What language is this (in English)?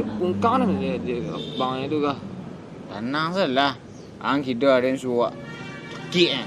Minangkabau